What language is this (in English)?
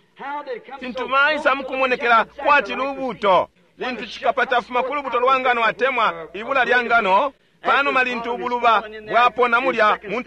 Bemba